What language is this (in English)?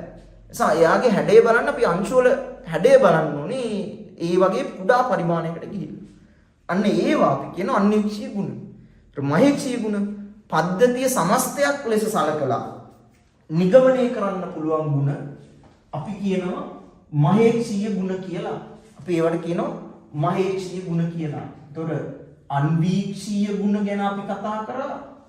Sinhala